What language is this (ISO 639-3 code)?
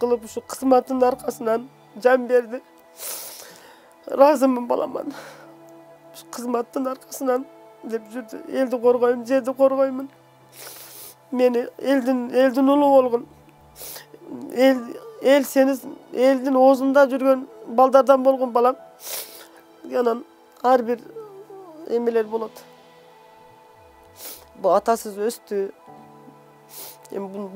kir